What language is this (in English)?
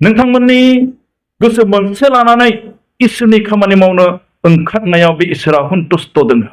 Bodo